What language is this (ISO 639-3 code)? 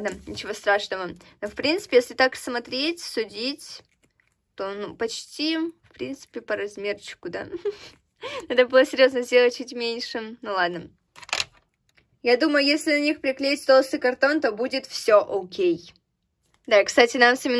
rus